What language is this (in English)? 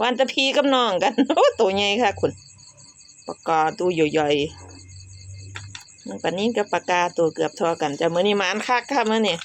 Northeastern Thai